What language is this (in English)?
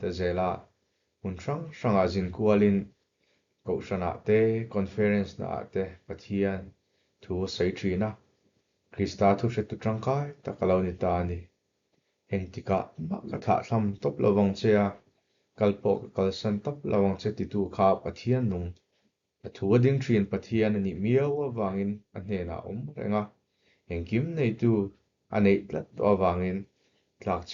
Mizo